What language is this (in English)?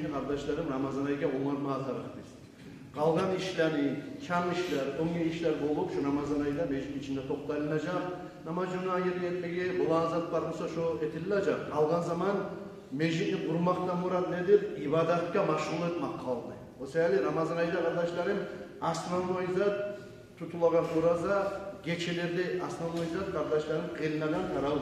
Kumyk